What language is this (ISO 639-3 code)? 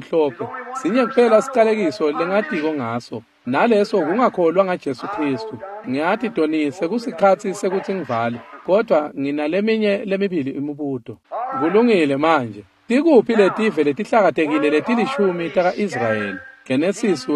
ssw